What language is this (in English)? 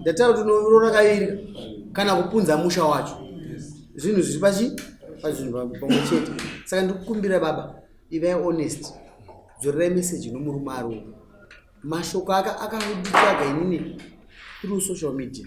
Shona